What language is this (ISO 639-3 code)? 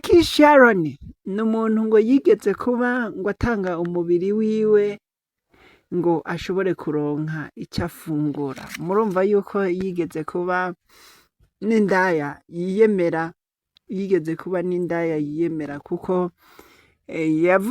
run